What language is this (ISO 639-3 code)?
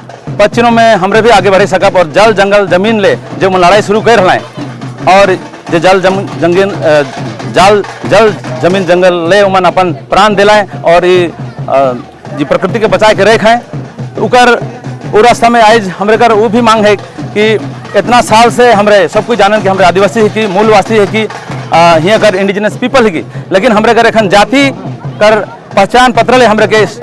sck